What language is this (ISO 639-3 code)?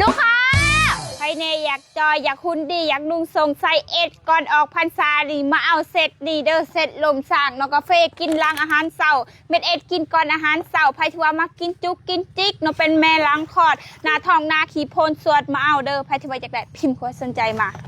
lao